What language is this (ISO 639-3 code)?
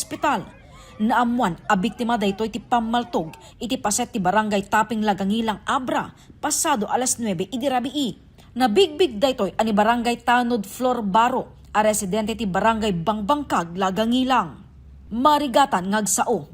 ilo